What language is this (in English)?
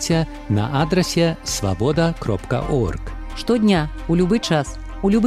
Belarusian